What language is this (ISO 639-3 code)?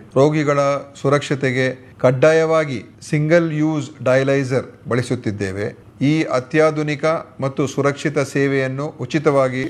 kan